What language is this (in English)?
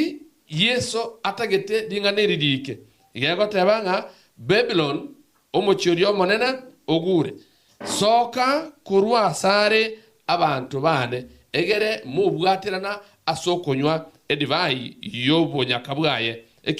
Gusii